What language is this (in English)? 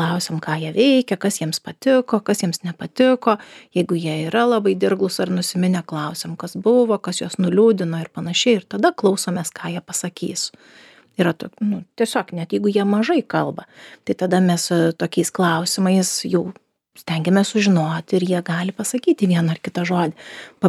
Lithuanian